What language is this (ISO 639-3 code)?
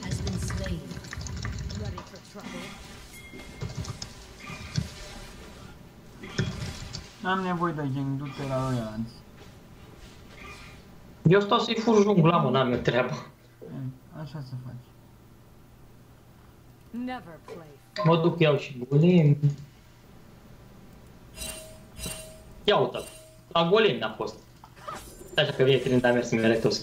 ron